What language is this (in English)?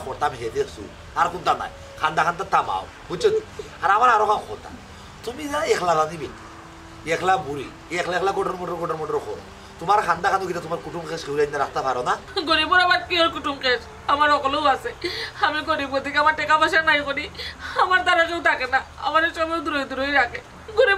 Sylheti